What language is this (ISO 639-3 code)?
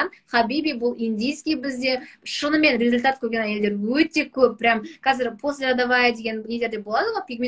kaz